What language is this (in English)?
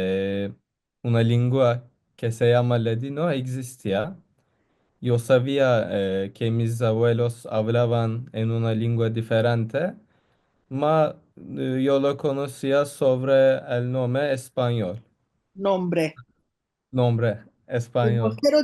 Ladino